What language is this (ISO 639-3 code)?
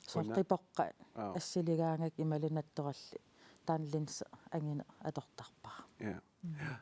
kal